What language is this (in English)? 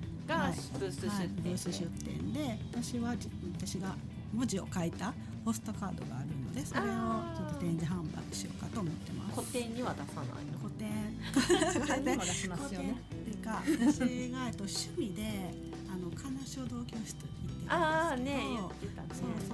Japanese